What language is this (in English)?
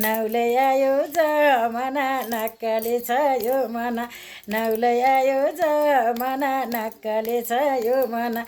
Nepali